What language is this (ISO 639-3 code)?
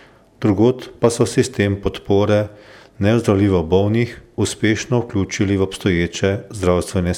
slv